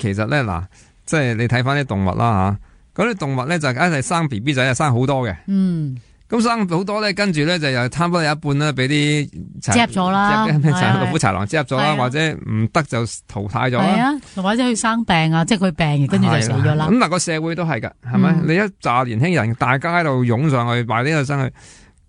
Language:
Cantonese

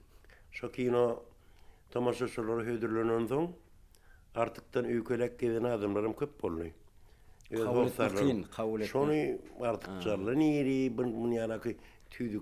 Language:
Turkmen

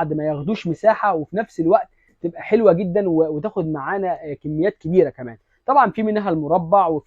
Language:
Egyptian Arabic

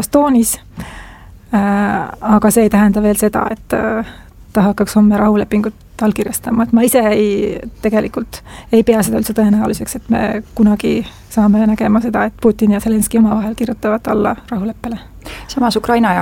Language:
Estonian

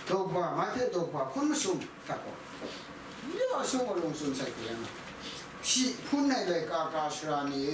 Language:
Kachin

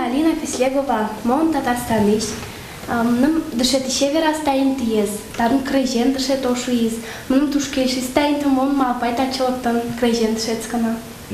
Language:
Udmurt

